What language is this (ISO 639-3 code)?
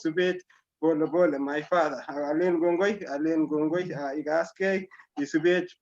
kln